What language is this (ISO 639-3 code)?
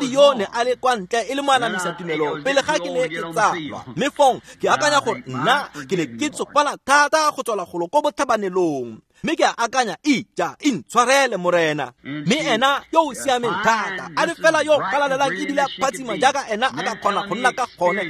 tsn